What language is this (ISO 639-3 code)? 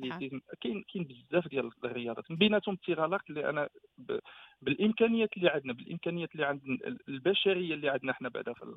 ary